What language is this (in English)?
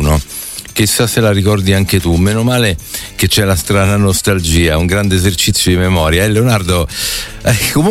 Italian